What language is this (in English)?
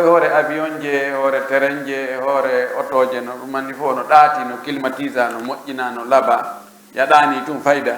Pular